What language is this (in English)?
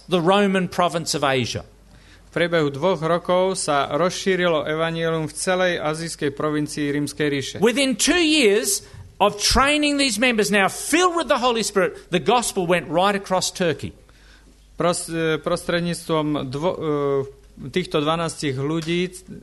Slovak